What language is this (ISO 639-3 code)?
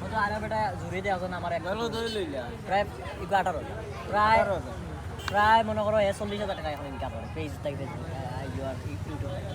syl